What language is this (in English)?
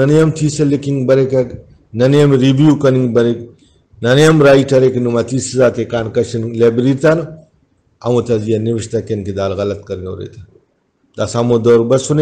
Brahui